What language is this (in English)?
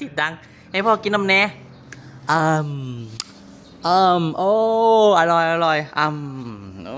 Northeastern Thai